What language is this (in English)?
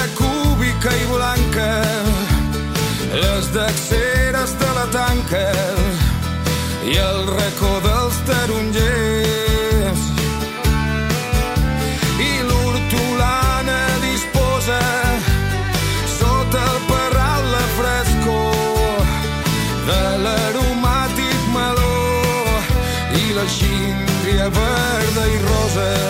Catalan